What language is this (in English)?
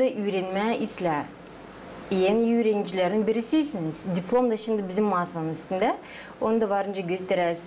Gagauz